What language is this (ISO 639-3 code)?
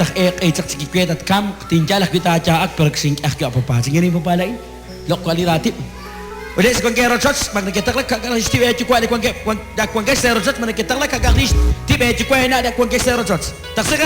kek